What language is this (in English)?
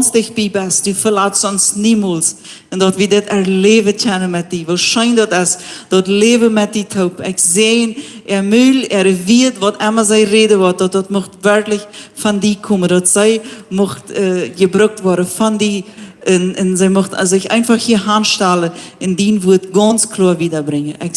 Plautdietsch